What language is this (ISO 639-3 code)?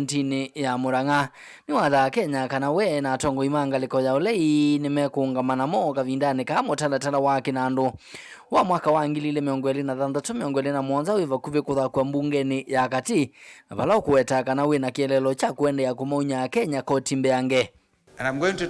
kam